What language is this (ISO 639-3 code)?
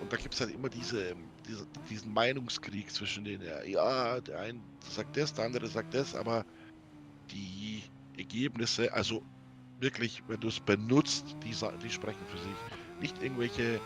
bar